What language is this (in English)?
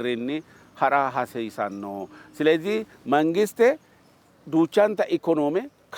Sidamo